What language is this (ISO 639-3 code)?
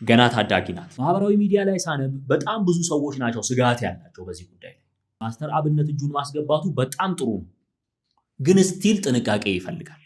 amh